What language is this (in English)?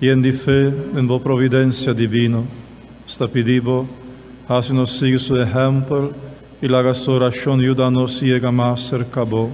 Papiamento